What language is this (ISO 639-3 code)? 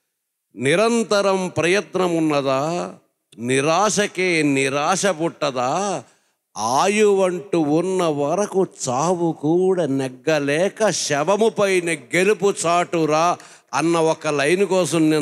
tel